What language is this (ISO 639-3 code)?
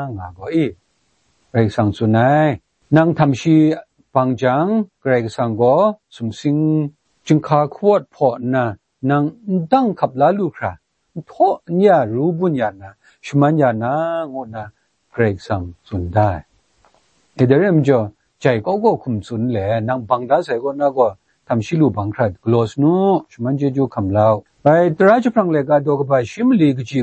kac